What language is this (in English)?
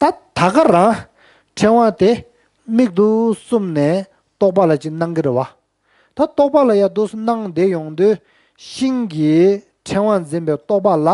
Tibetan